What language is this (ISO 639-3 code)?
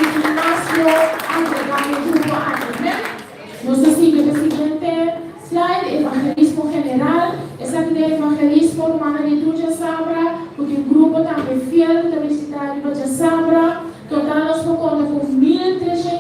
pap